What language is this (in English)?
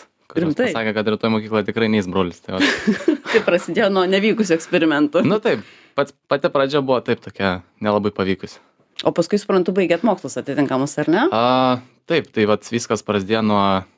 Lithuanian